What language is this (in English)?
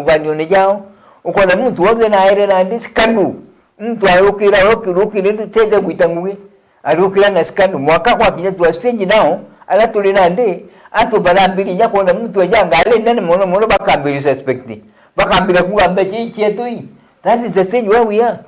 Meru